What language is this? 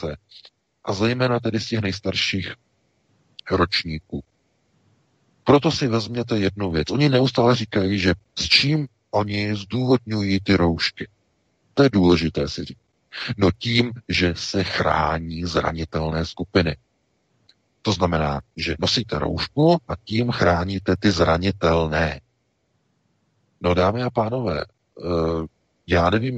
Czech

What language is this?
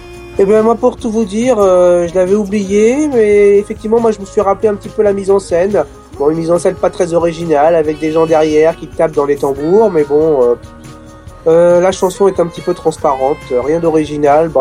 French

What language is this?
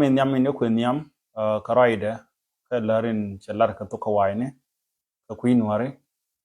Nuer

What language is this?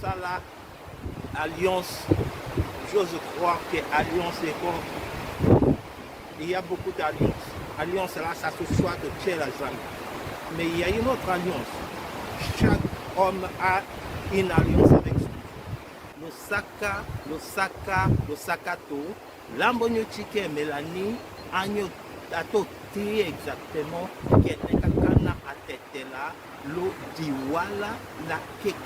Tetela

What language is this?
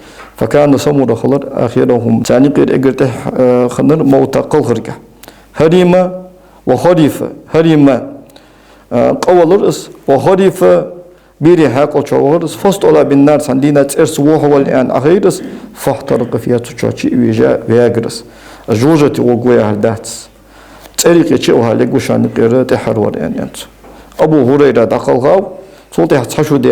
Ingush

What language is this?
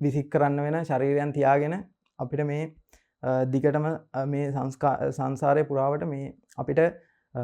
Sinhala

